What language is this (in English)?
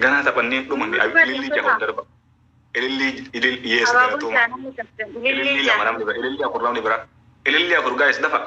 Oromo